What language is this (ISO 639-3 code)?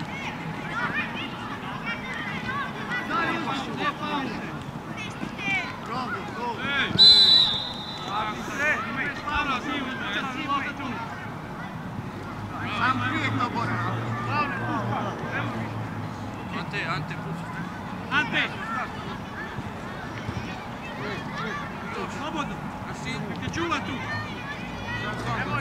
hrv